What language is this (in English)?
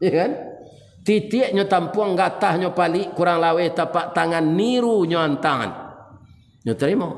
Minangkabau